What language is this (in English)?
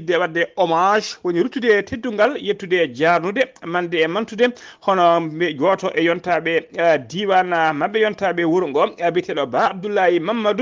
Fula